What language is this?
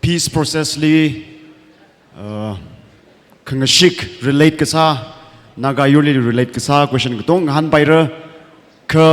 Tangkhul Naga (India)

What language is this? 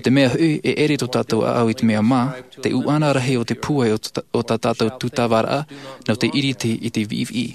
Tahitian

